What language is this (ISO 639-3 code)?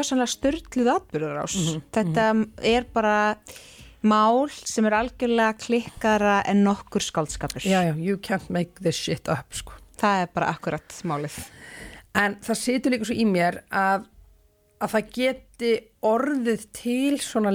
isl